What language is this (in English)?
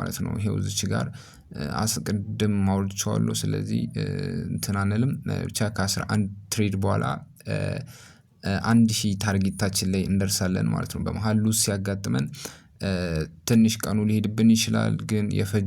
Amharic